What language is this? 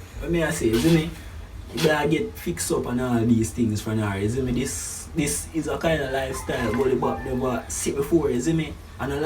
Jamaican Creole English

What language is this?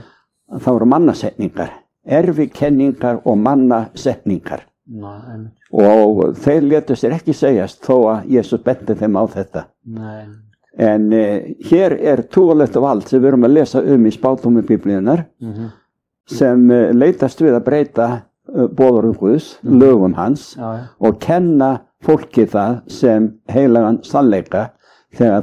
Icelandic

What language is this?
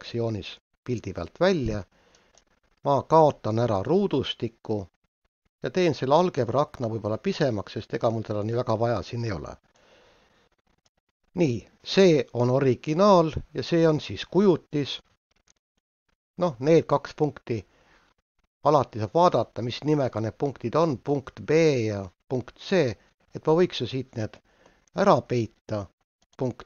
Estonian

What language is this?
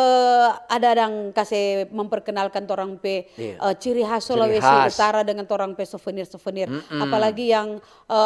Manado Malay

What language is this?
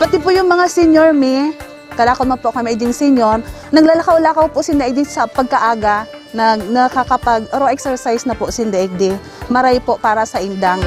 Bikol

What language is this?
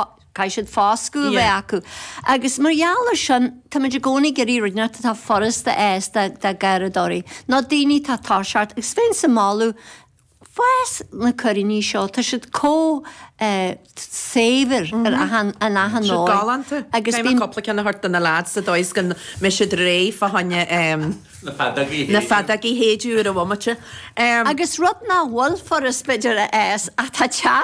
Irish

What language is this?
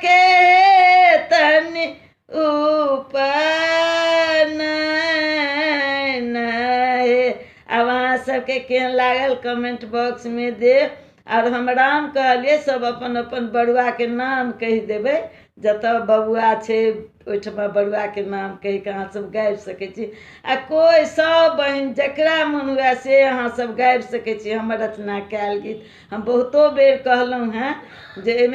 Maithili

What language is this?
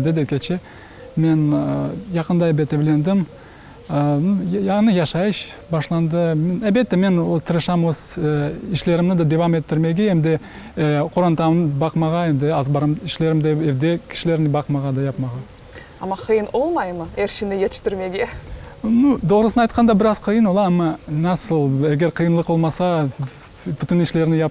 Crimean Tatar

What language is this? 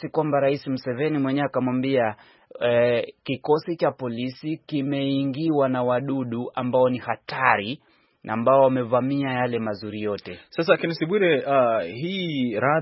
Swahili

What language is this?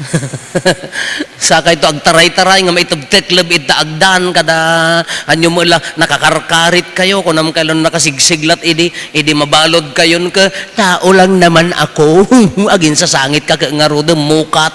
Iloko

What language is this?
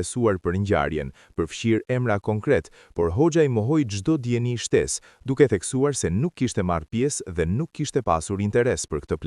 Albanian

